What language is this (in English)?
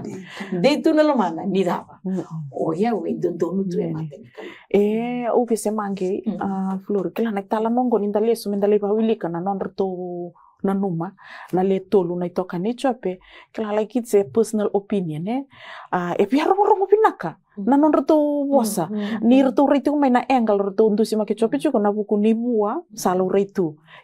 Fijian